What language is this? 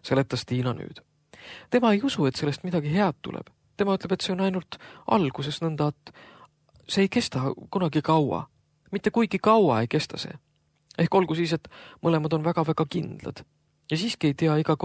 Estonian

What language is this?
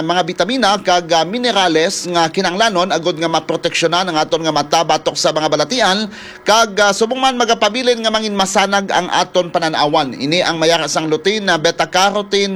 Hiligaynon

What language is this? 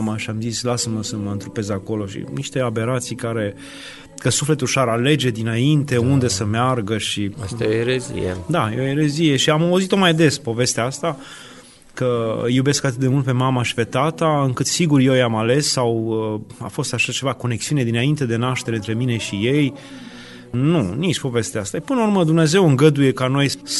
Romanian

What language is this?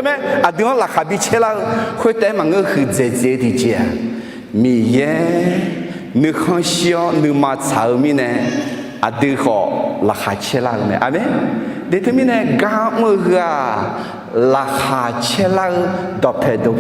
Akha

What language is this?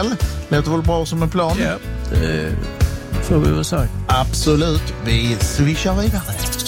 Swedish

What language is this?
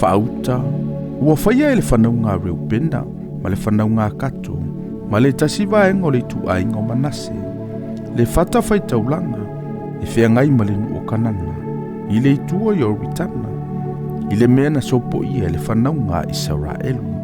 Samoan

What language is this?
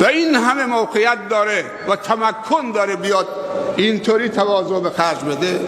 Persian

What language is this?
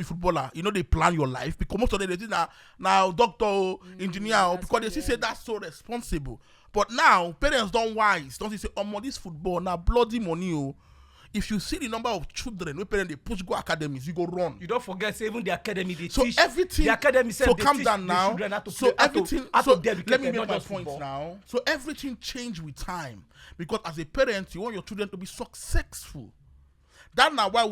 Nigerian Pidgin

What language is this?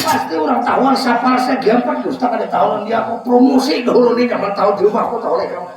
Banjar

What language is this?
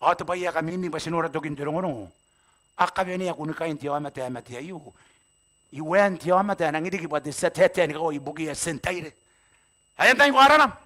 Gilbertese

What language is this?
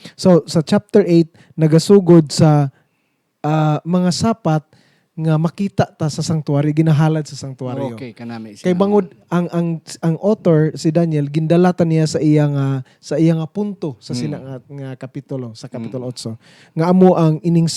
Hiligaynon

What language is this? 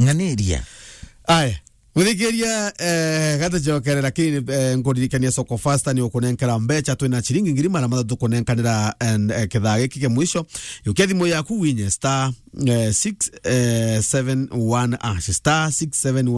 Meru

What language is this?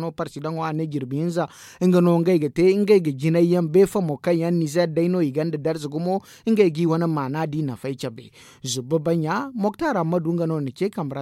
Zarma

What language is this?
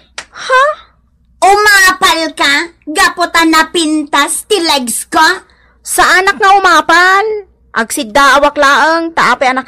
Iloko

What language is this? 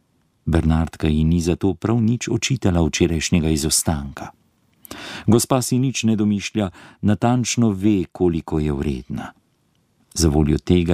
Slovenian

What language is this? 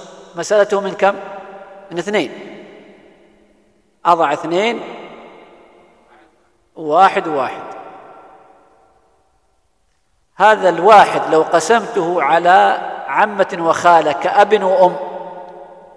Arabic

